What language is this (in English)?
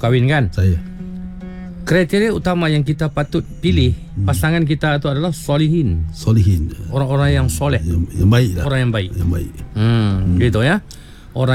Malay